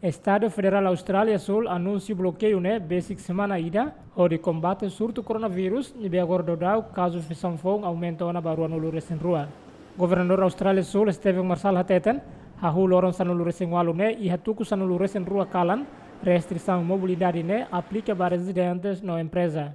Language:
Tetum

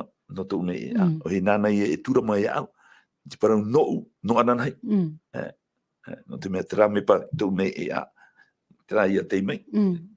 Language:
Tahitian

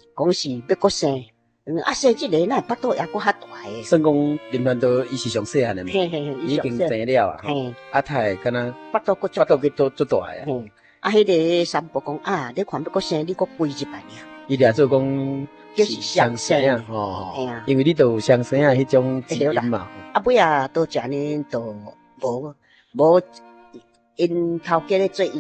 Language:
Min Nan Chinese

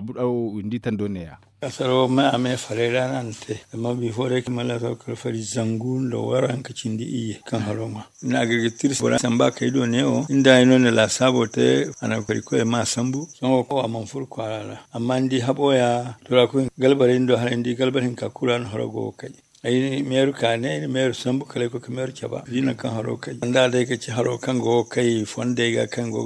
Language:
Zarma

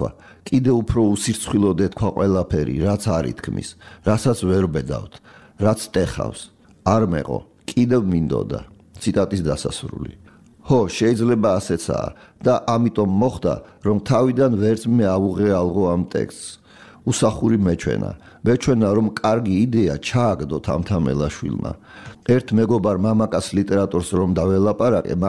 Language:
Georgian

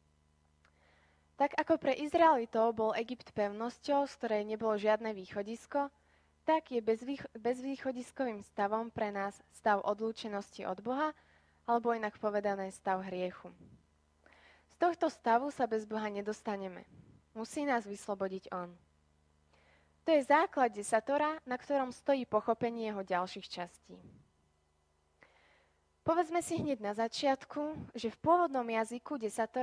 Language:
Slovak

